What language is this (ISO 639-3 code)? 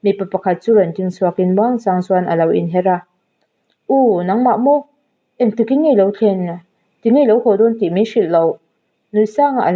lus